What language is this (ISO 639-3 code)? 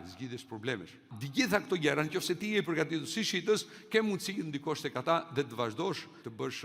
sqi